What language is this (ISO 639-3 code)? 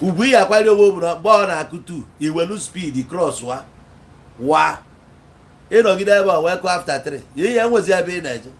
ibo